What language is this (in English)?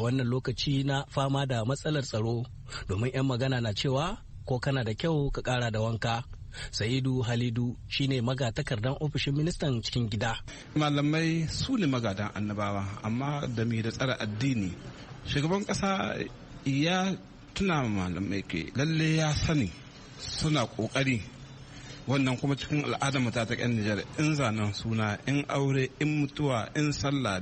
Hausa